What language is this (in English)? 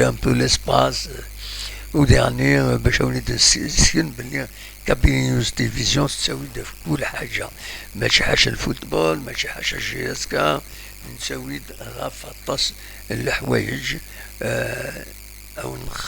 Kabyle